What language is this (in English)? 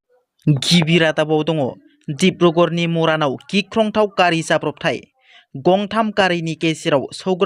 Bodo